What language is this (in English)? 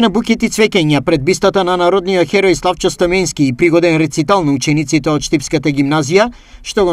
Macedonian